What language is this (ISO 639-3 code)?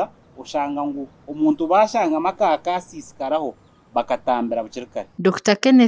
nyn